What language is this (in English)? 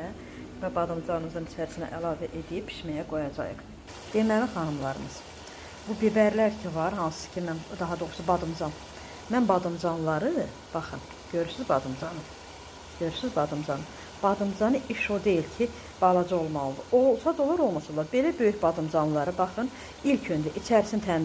Azerbaijani